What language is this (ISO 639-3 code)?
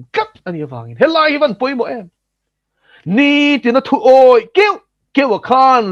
lus